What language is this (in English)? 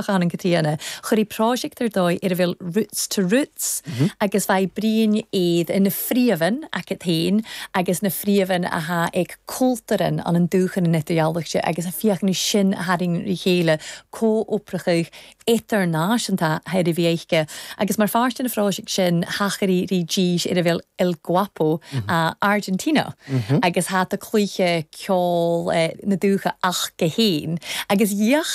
Irish